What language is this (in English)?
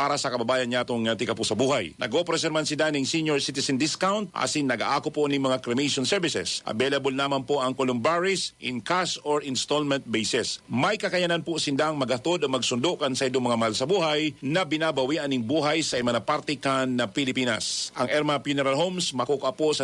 Bikol